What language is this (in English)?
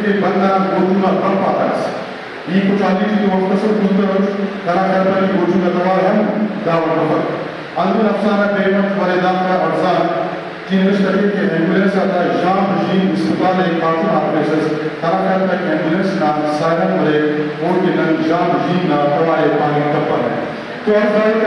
Brahui